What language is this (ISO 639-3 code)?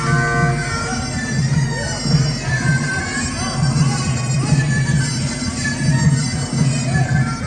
lao